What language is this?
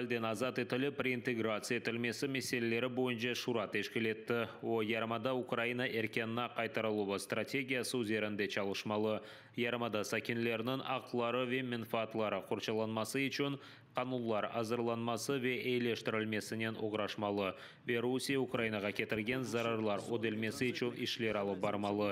Crimean Tatar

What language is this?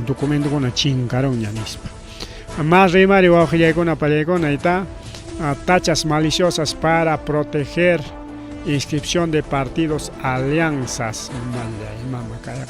Ayacucho Quechua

